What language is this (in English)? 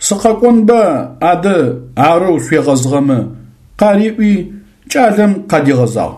Adyghe